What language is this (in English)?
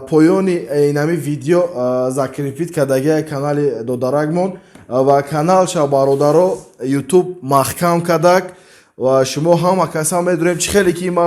Tajik